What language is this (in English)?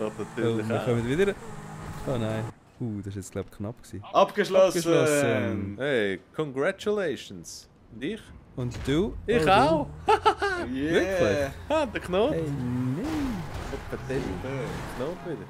Swiss German